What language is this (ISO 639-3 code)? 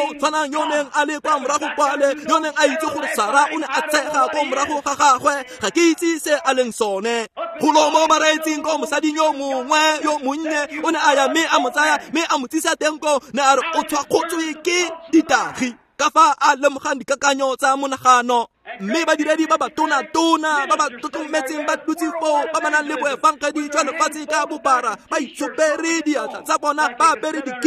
tsn